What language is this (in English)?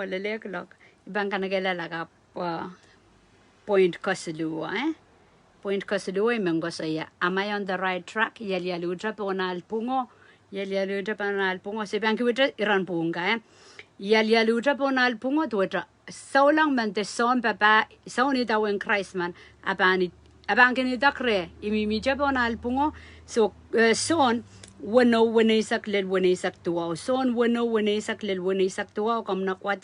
Pohnpeian